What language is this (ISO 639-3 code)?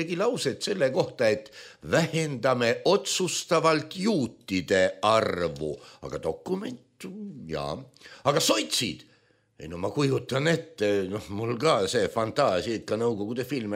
est